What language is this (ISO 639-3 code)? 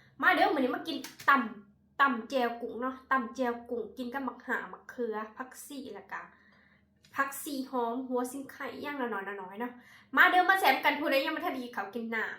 tts